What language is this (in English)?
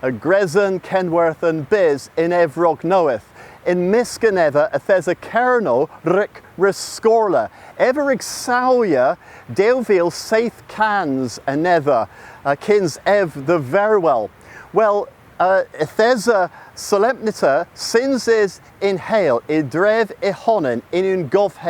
Cornish